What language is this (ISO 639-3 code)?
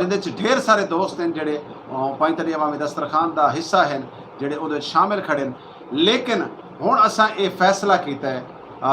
skr